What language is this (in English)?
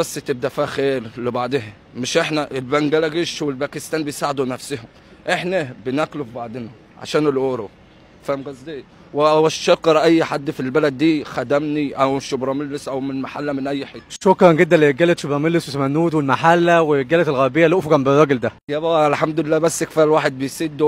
Egyptian Arabic